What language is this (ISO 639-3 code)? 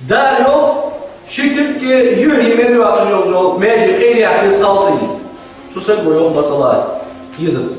inh